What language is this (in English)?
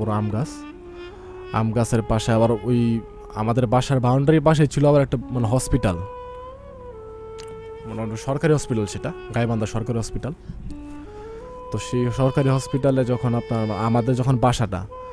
Bangla